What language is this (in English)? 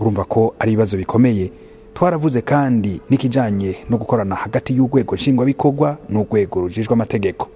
Rundi